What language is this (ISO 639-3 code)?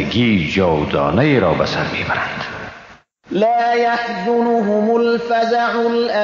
fas